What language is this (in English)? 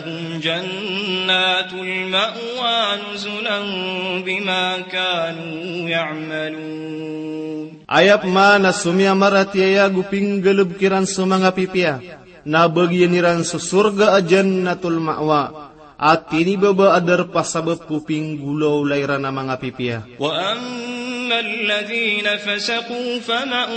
Maranao